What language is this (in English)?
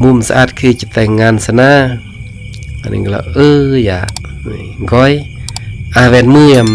Khmu